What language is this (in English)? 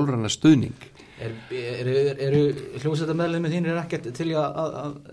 Icelandic